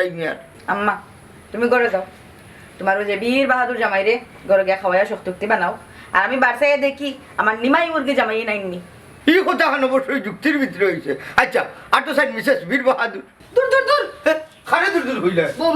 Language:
Sylheti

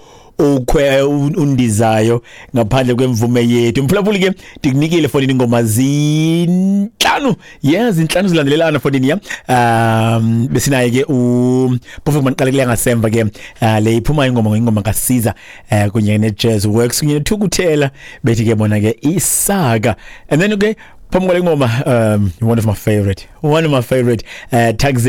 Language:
Xhosa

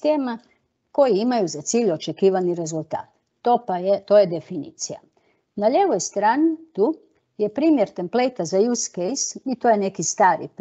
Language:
Croatian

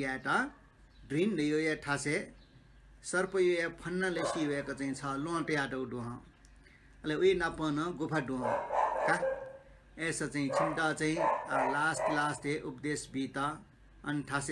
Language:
Newari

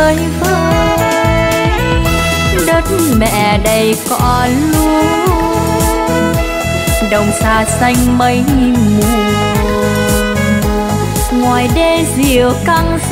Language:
Vietnamese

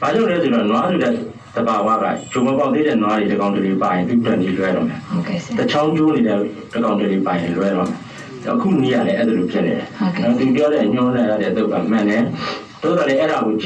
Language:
Burmese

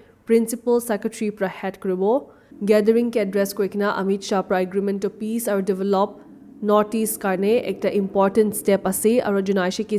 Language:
Naga Pidgin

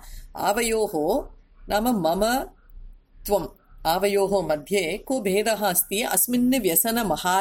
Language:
Sanskrit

